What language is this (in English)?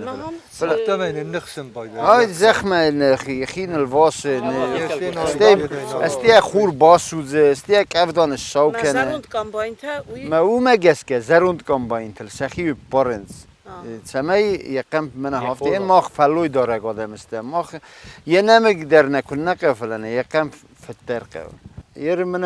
Ossetic